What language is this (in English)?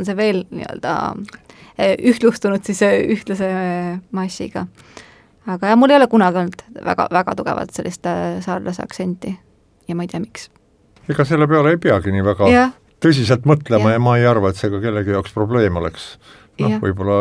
Estonian